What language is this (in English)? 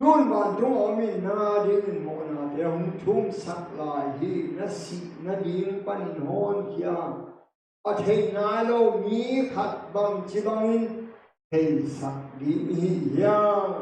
Tedim Chin